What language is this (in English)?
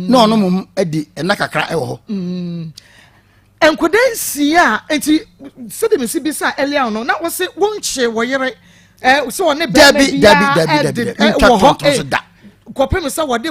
Akan